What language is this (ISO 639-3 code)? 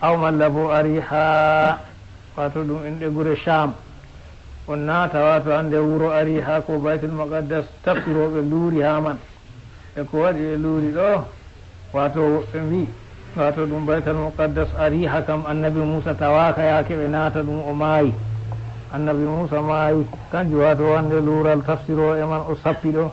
ful